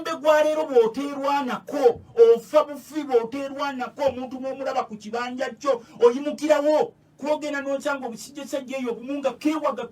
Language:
Ganda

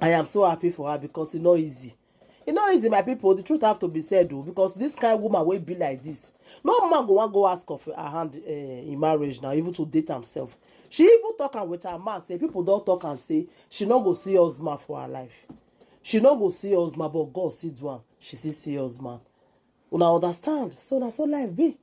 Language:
Nigerian Pidgin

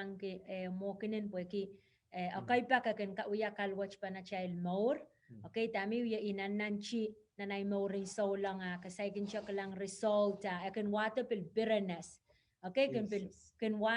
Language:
Pohnpeian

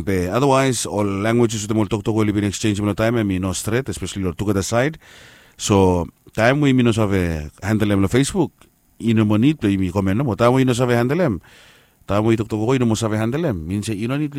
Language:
Bislama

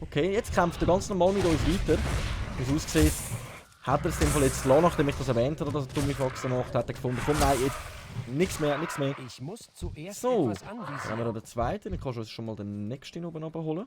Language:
Swiss German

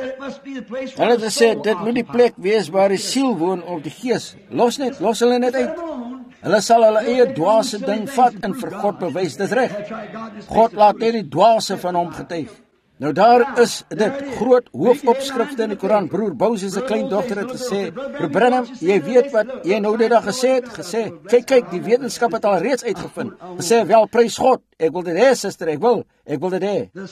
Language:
Afrikaans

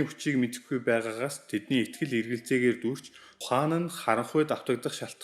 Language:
Mongolian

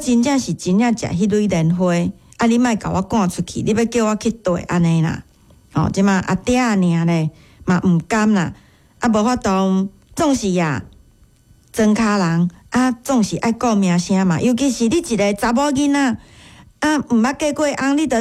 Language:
Min Nan Chinese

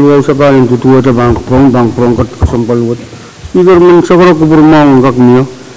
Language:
Pohnpeian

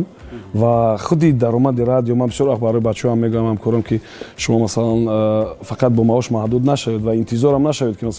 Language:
Tajik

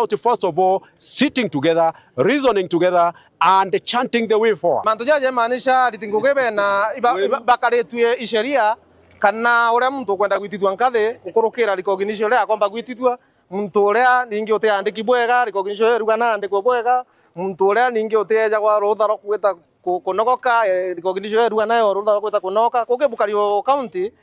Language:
Meru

